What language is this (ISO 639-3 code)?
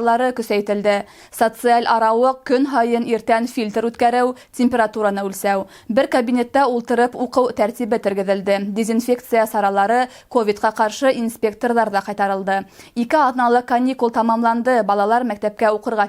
bak